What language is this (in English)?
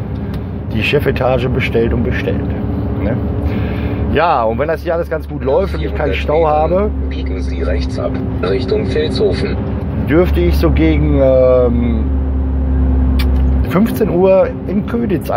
German